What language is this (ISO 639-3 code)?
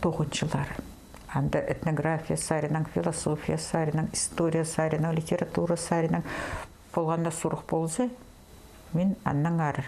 kjh